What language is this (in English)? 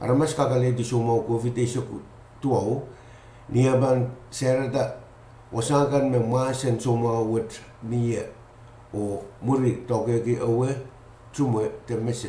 Pohnpeian